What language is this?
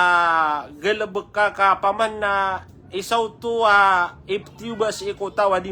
Maranao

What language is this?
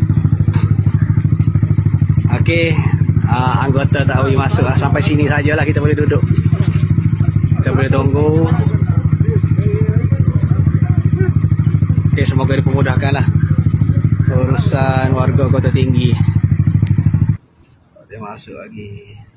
Malay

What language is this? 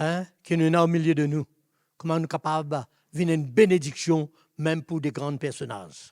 Morisyen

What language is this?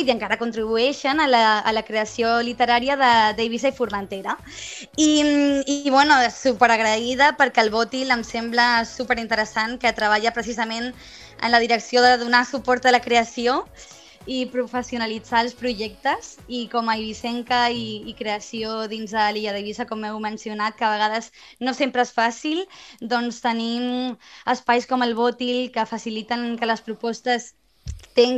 Catalan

